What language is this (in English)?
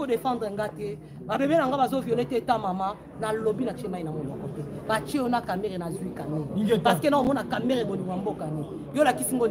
Lingala